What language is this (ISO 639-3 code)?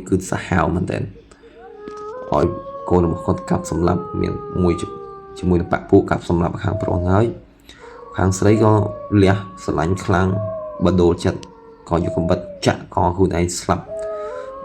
khm